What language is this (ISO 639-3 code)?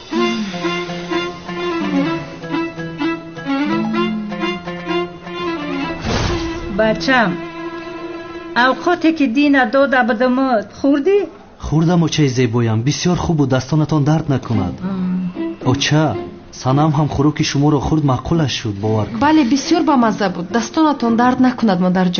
fas